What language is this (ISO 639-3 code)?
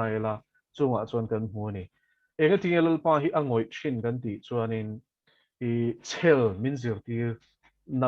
lus